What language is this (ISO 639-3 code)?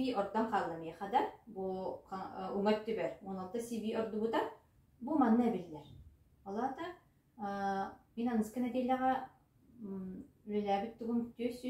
sah